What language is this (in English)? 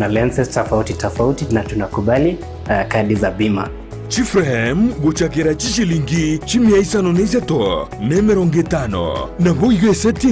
Gusii